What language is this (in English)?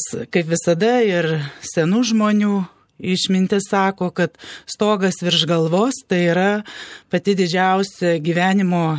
Lithuanian